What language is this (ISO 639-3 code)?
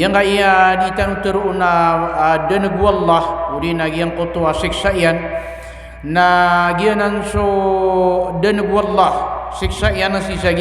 mrw